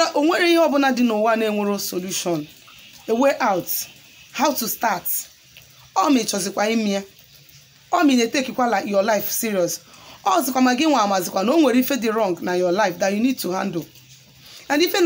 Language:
Igbo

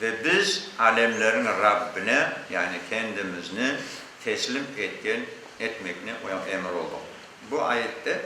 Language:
Crimean Tatar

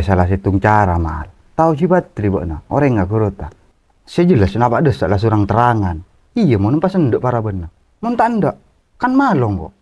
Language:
Madurese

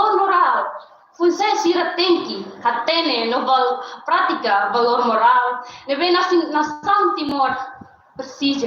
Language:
Tetum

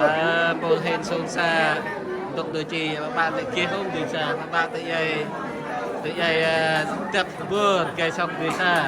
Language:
Central Mnong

